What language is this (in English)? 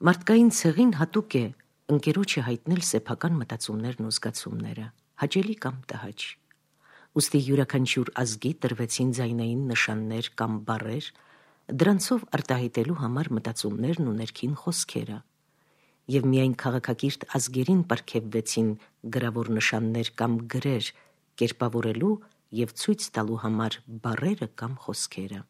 Armenian